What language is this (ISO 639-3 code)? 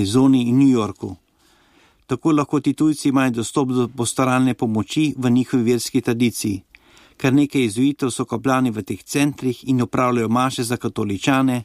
slv